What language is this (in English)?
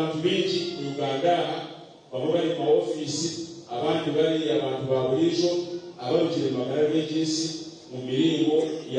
Nyankole